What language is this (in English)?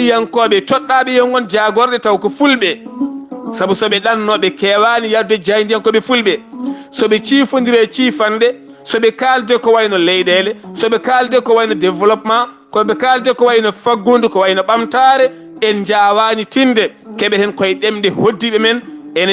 Fula